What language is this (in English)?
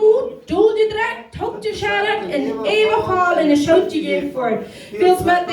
Plautdietsch